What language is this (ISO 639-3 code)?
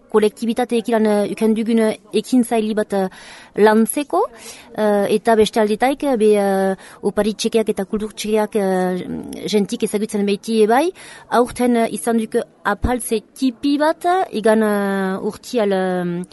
eus